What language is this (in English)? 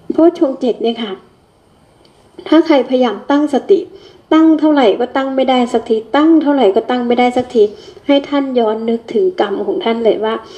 Thai